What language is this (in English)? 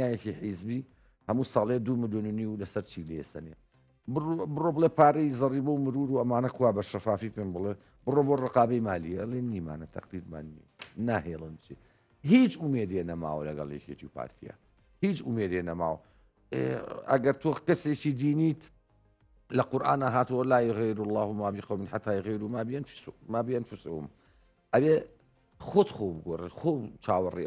Central Kurdish